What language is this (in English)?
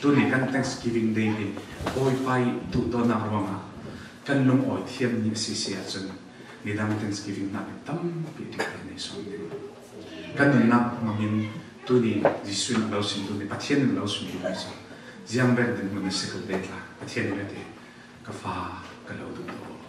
Falam Chin